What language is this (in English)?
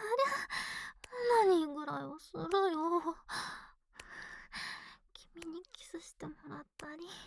Japanese